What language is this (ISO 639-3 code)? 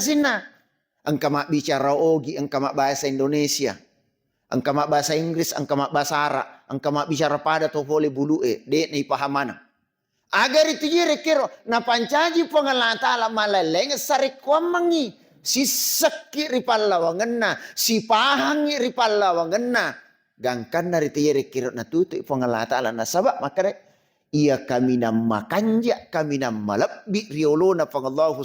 bug